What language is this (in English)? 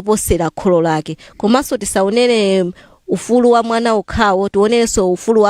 Nyanja